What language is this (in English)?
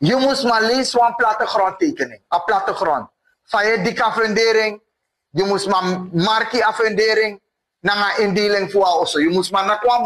Sranan Tongo